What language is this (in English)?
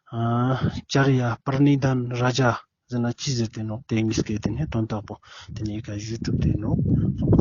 Ladakhi